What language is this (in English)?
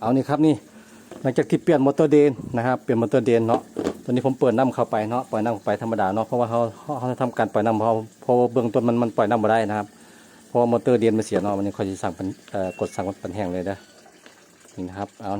Northeastern Thai